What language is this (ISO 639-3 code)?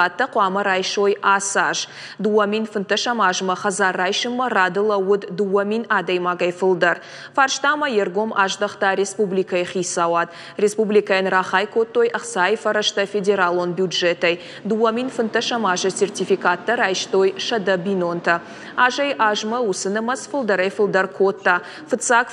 oss